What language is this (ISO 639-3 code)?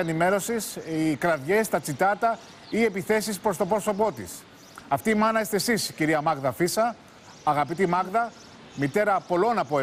ell